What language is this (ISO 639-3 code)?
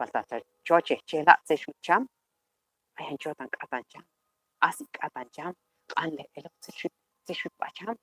kjb